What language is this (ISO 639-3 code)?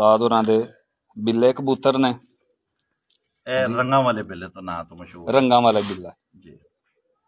pan